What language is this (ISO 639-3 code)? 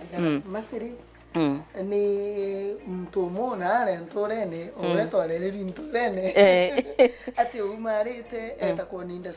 mer